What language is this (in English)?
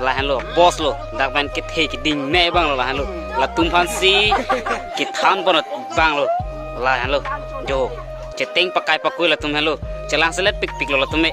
Karbi